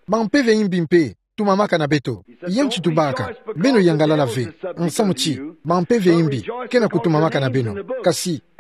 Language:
Kituba (Democratic Republic of Congo)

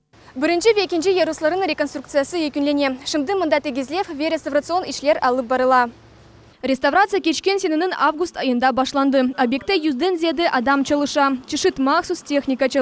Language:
Crimean Tatar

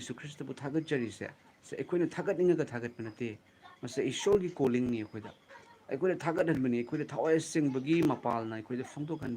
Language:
Manipuri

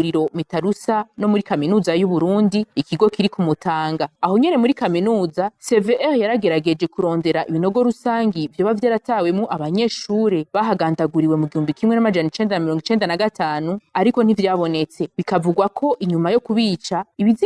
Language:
Rundi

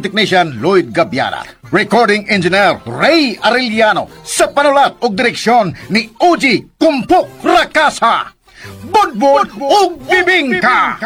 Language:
Cebuano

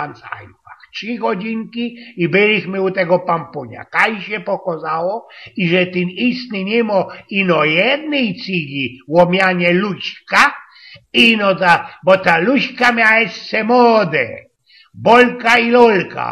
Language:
Silesian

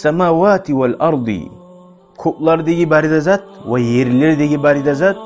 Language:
Kumyk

